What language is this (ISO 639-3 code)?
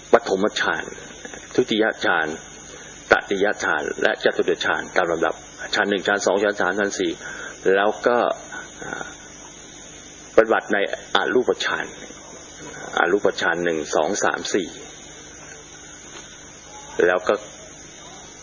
tha